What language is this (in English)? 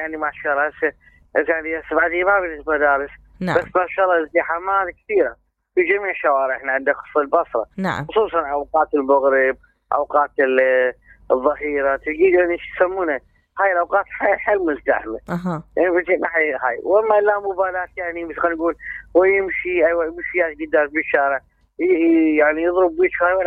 Mesopotamian Arabic